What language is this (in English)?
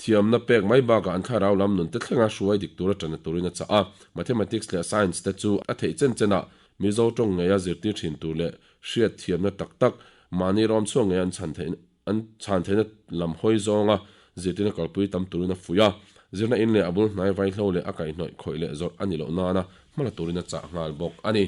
Mizo